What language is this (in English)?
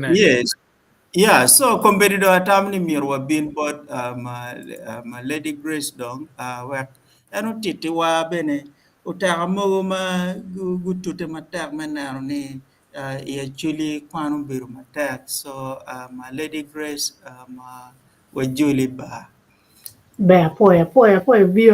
Acoli